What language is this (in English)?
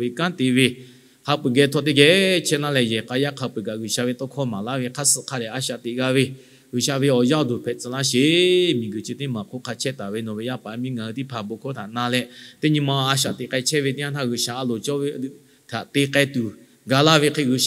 Lahu